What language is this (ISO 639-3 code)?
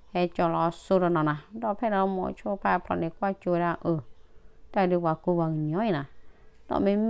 ksw